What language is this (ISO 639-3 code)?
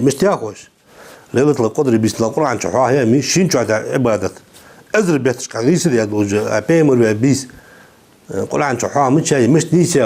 inh